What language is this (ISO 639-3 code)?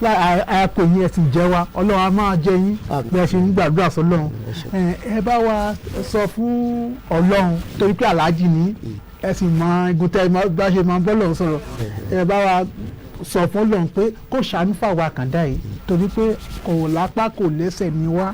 yor